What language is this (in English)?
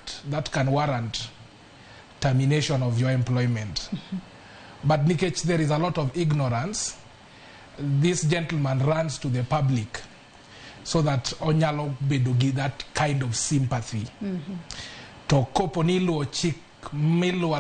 Luo (Kenya and Tanzania)